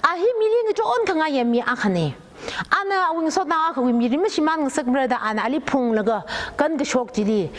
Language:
Tangkhul Naga (India)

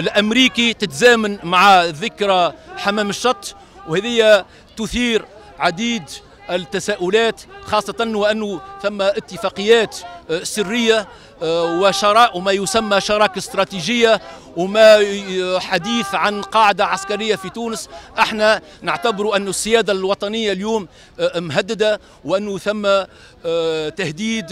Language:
Tunisian Arabic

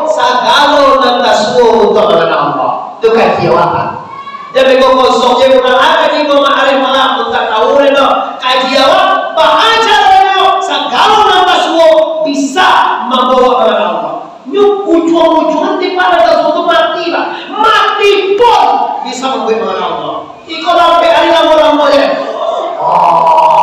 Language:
Minangkabau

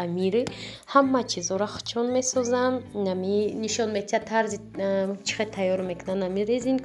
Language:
Tajik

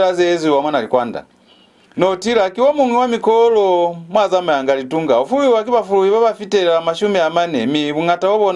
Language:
Lozi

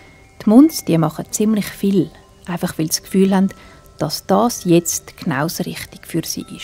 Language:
Swiss German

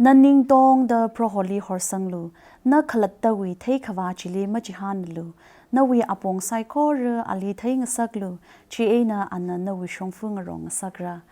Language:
Tangkhul Naga (India)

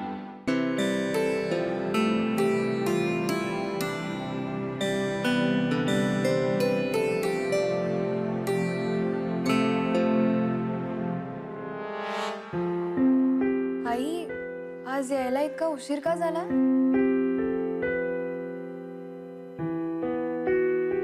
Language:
Marathi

